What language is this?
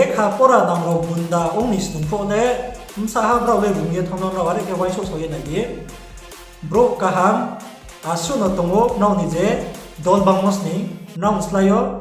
Riang (India)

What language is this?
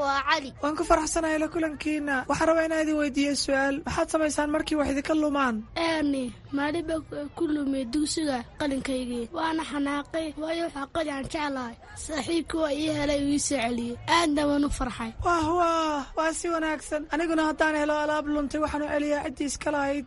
Somali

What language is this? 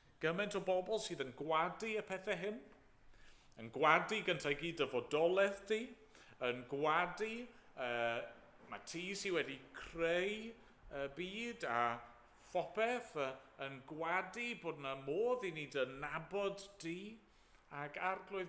Welsh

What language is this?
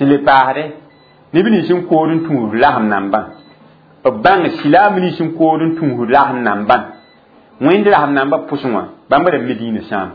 Mossi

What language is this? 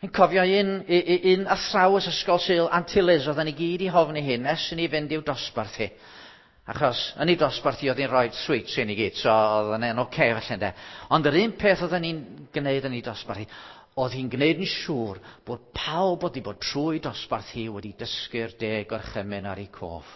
Welsh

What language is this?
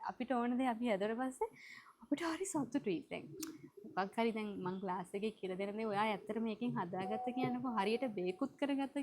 Sinhala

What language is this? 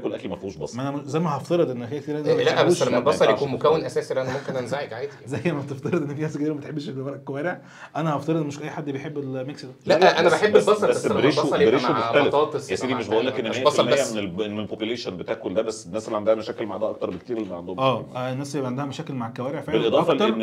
Egyptian Arabic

